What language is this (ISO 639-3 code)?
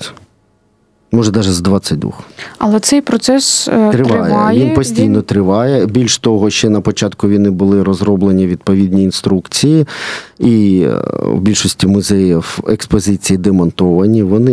ukr